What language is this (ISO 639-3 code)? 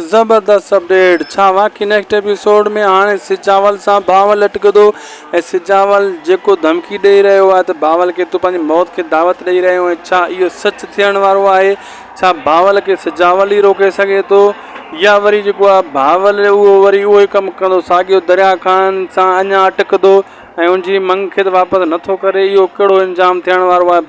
snd